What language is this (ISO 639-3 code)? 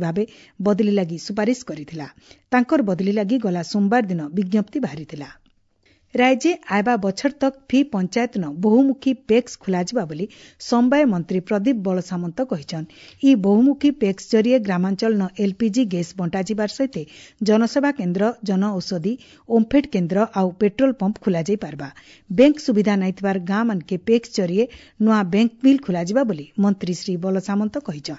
ori